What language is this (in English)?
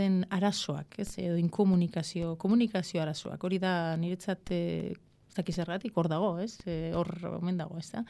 Basque